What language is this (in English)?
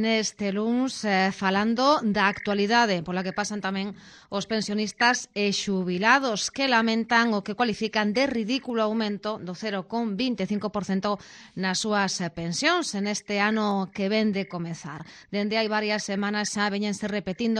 Galician